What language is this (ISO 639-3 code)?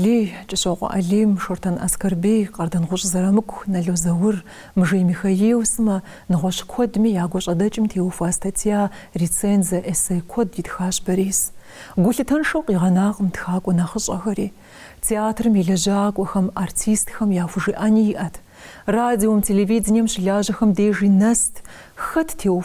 kbd